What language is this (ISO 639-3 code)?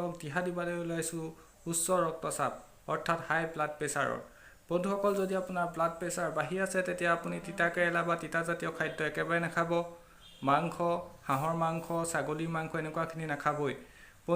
asm